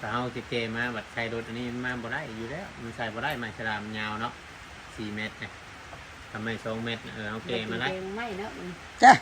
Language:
Northeastern Thai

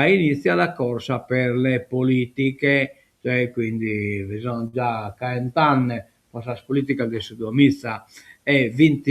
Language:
Sardinian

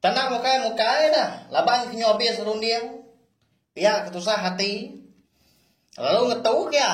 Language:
Iban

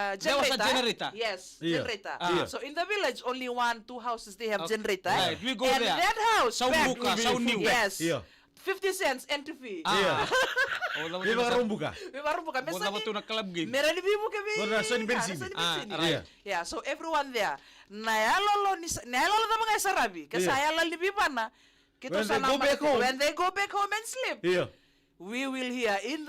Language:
Fijian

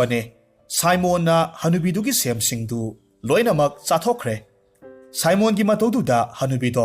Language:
Manipuri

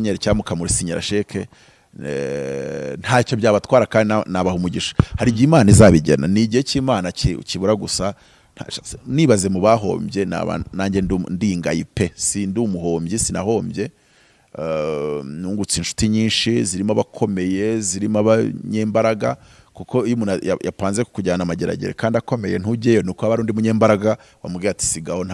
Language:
Kinyarwanda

